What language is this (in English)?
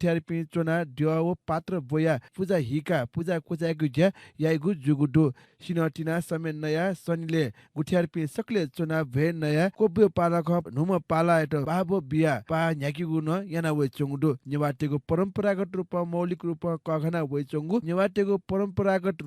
Newari